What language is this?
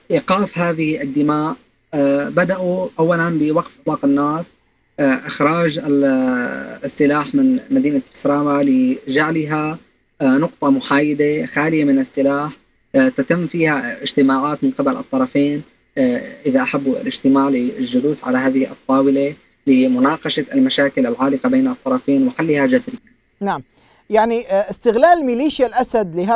Arabic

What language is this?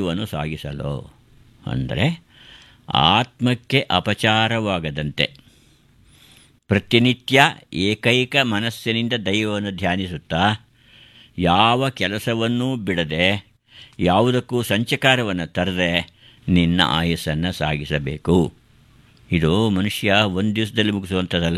Kannada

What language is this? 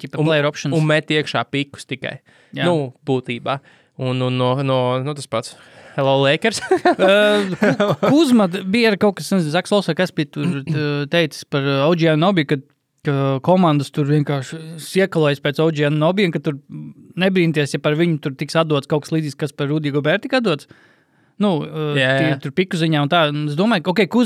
Latvian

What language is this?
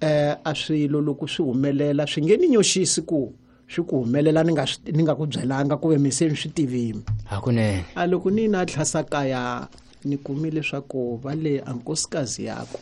Tsonga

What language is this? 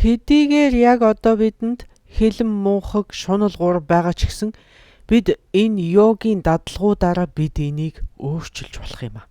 Mongolian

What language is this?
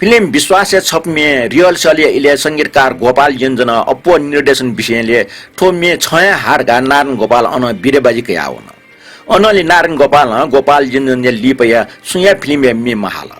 Newari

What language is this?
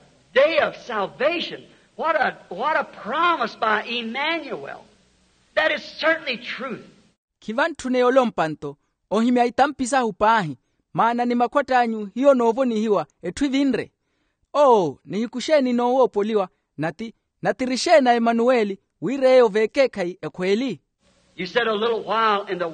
Makhuwa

